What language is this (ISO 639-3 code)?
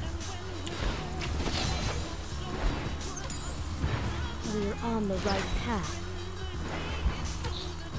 eng